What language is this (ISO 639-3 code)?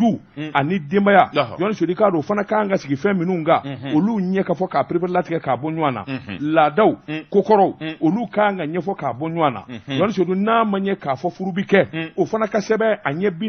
bam